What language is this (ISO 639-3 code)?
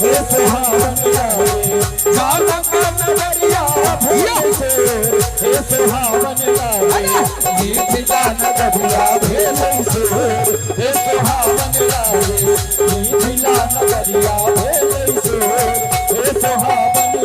mai